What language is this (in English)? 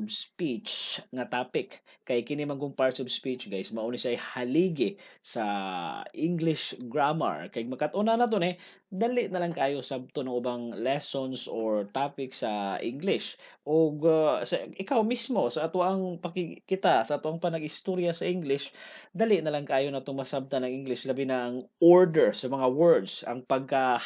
Cebuano